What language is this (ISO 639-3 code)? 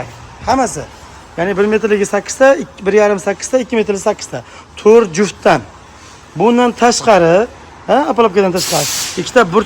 uzb